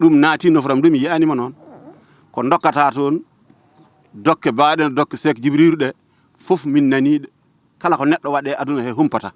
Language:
Fula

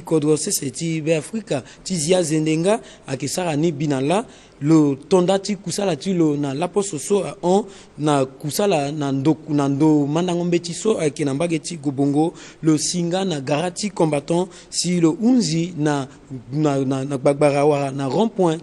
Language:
Sango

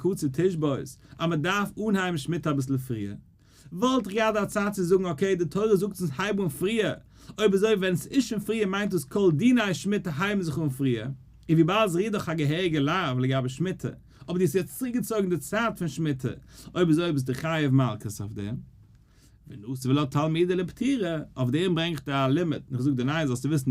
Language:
Yiddish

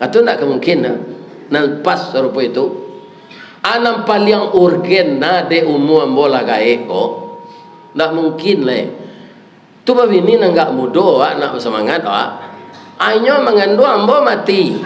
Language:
Minangkabau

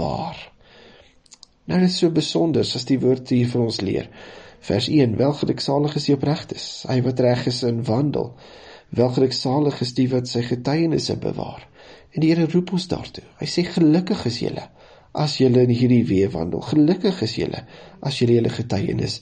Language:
Afrikaans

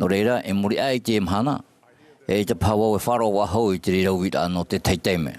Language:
Tahitian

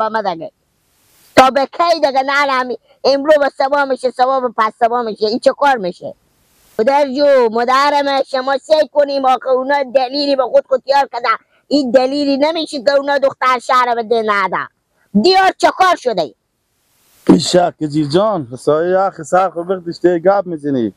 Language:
Persian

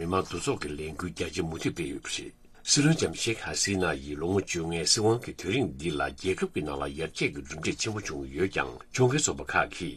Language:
Tibetan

